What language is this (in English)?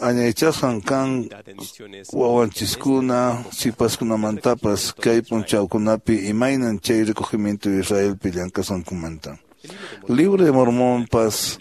Quechua